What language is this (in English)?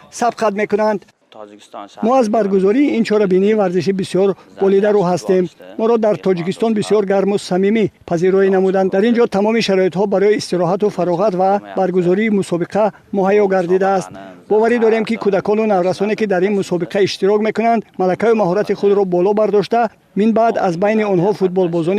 Tajik